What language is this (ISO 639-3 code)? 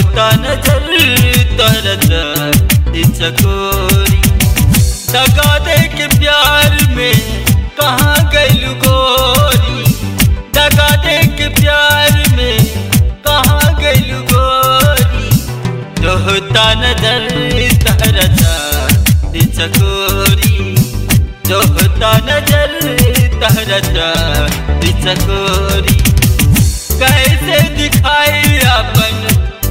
bho